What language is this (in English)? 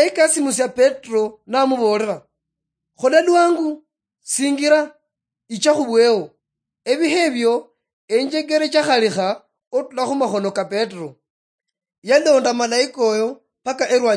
Luyia